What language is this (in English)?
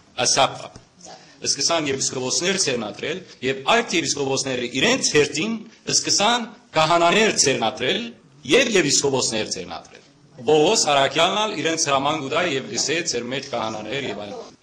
Western Armenian